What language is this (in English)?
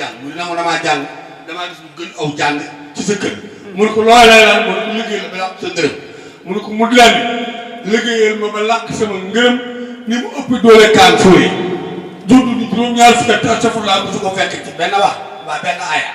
Wolof